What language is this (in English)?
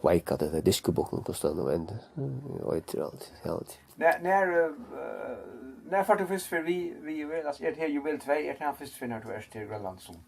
Faroese